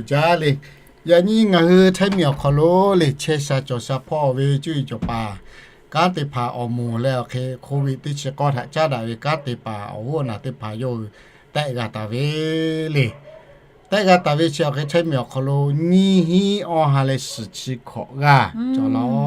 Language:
Lahu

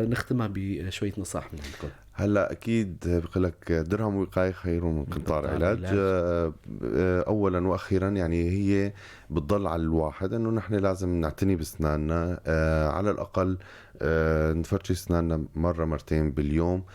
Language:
North Levantine Arabic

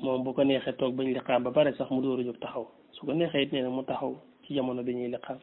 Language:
Wolof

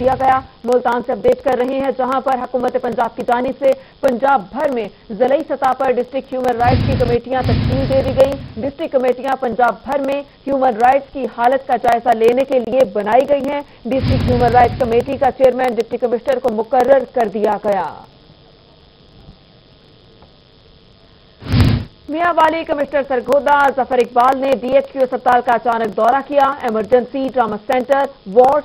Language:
Urdu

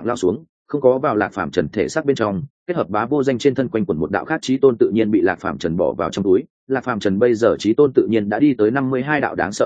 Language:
Vietnamese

